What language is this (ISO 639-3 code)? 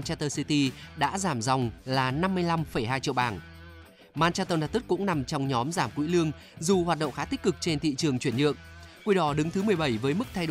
vie